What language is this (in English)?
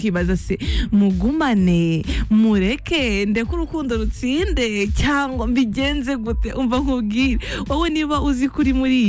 Kinyarwanda